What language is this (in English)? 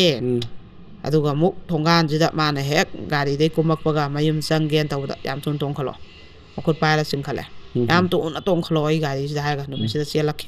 Manipuri